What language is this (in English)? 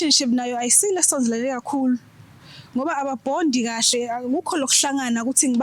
Zulu